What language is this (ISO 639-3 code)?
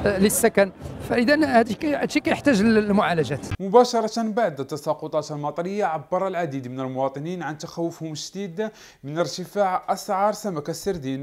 ary